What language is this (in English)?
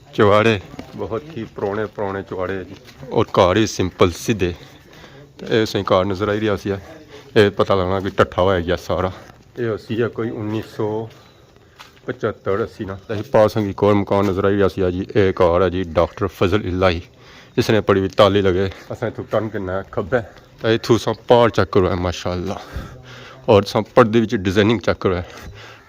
Pahari-Potwari